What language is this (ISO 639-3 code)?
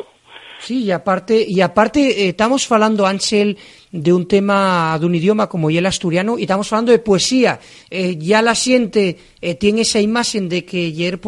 ast